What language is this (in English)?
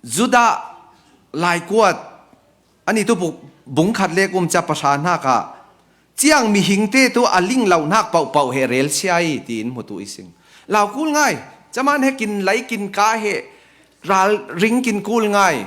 Falam Chin